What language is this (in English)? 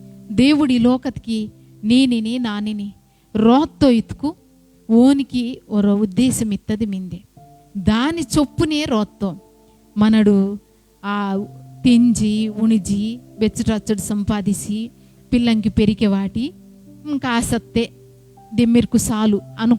Koya